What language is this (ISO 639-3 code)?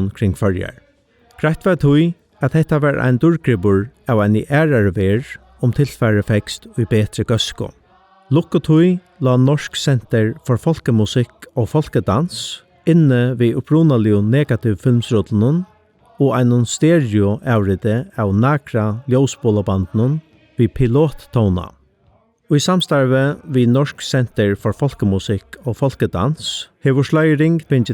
fao